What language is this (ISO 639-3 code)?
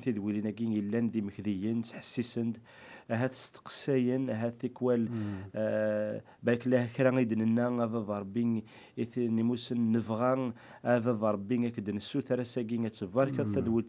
kab